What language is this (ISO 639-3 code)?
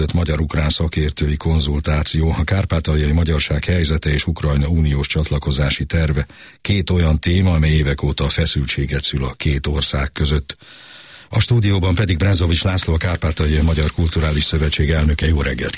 hun